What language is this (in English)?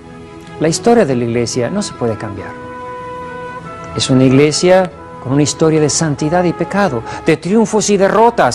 Spanish